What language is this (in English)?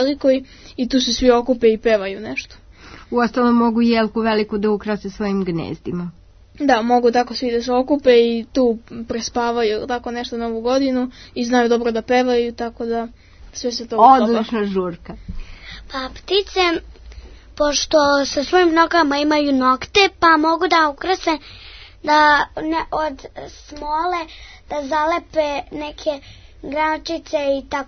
Serbian